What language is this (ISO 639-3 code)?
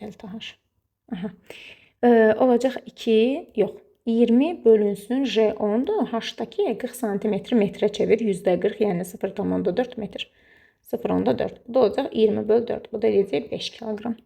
aze